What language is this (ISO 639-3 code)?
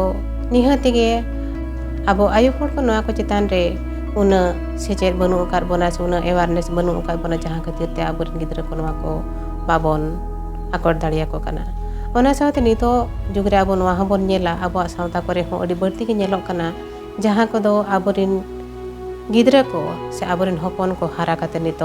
sat